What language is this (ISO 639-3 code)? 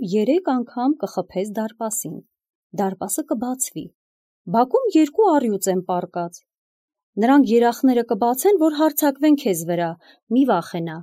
hye